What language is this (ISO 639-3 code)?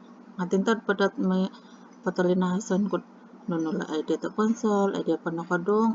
dtp